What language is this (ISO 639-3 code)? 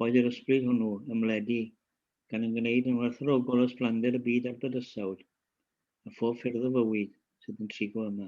cym